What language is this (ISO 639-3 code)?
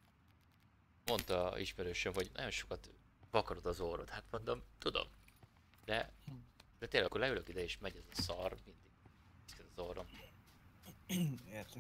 hun